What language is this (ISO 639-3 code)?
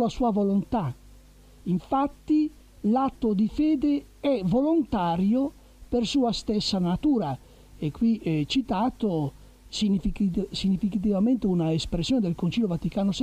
ita